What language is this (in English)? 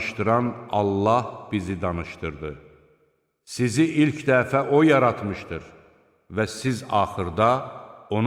Azerbaijani